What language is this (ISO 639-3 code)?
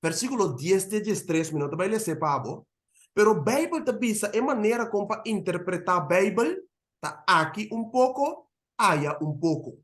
pap